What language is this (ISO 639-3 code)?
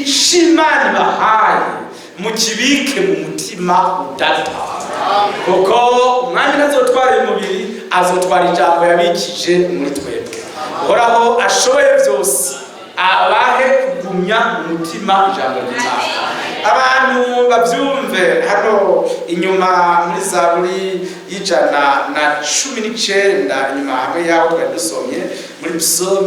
run